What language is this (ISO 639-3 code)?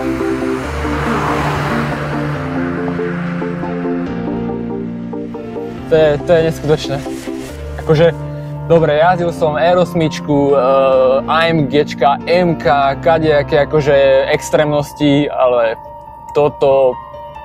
slk